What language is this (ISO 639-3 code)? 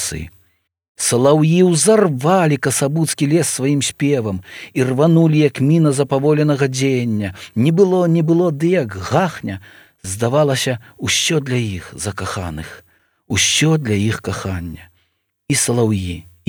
bel